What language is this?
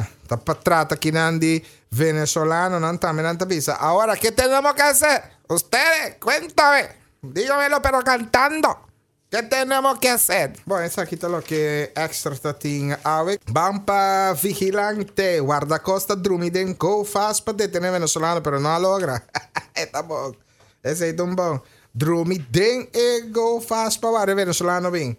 Papiamento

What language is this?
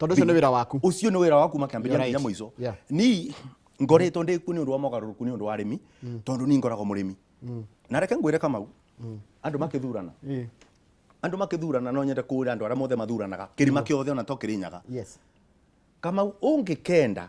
Kikuyu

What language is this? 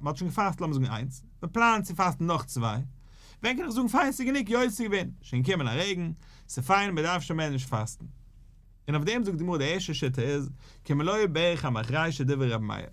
Yiddish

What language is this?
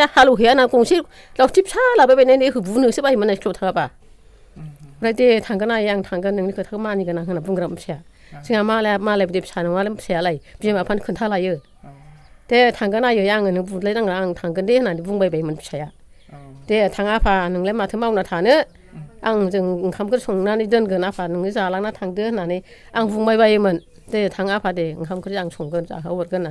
Bodo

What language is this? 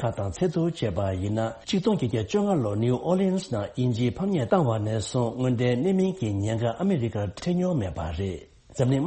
Tibetan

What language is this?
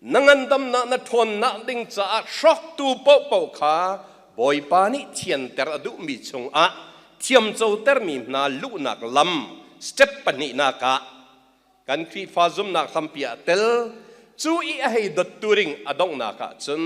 Hakha Chin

